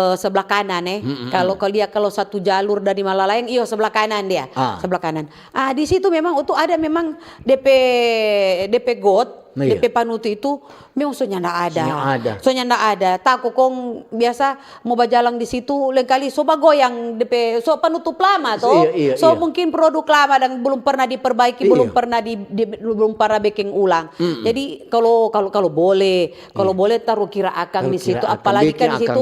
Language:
Manado Malay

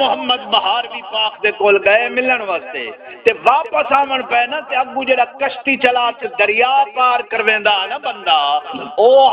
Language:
Saraiki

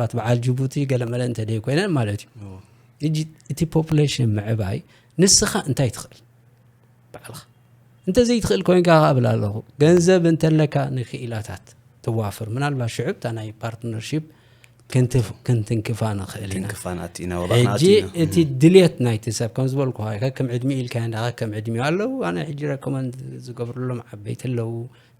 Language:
Tigrinya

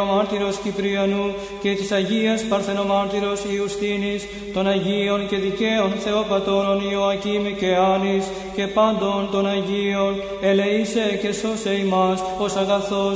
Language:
Greek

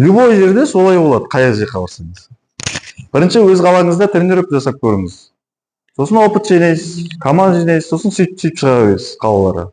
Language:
Kazakh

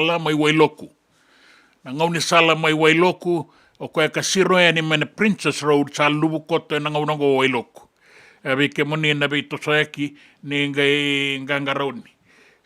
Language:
Fijian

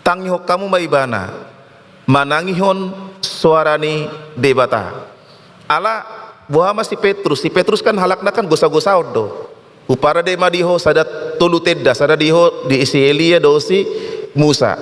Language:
Batak Toba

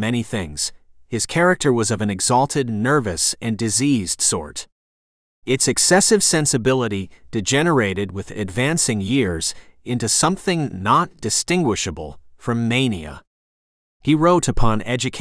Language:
English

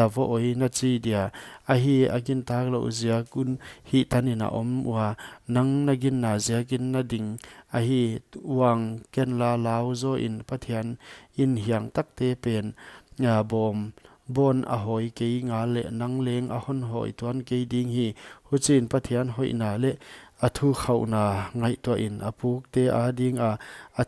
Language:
Paite Chin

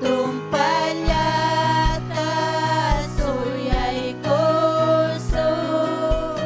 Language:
Ayacucho Quechua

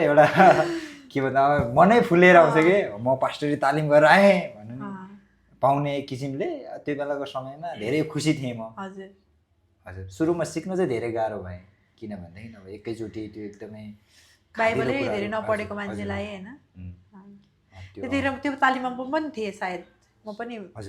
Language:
Nepali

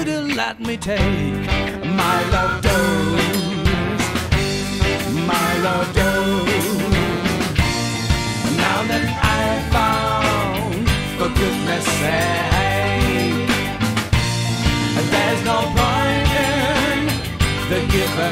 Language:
English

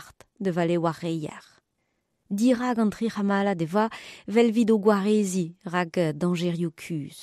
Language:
Breton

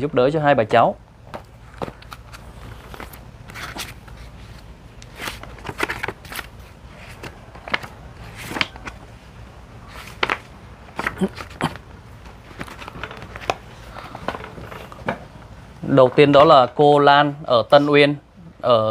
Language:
Vietnamese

